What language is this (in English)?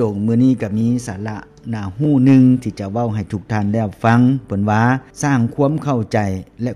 Lao